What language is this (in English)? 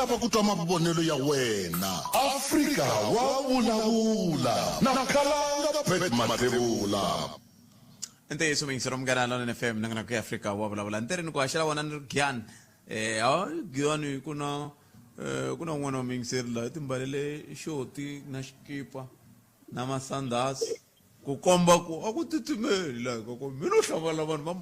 Tsonga